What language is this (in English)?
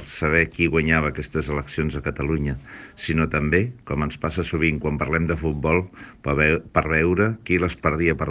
Catalan